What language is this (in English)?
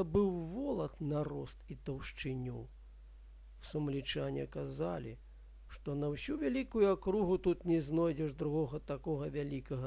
Belarusian